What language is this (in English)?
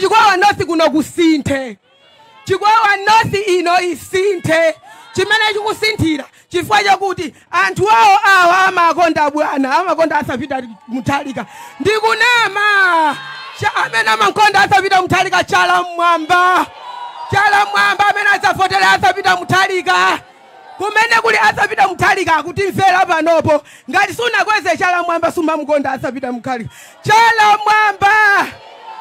Nyanja